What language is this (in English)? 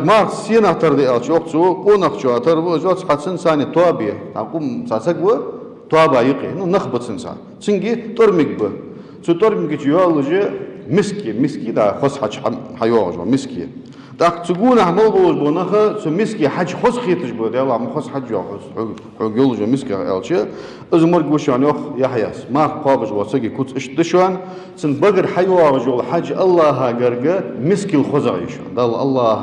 Ingush